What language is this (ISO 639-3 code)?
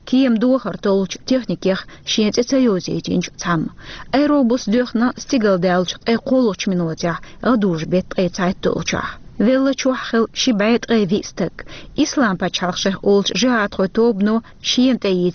che